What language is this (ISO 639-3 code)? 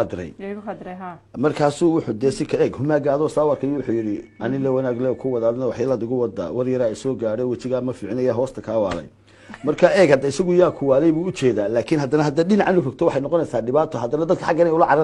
som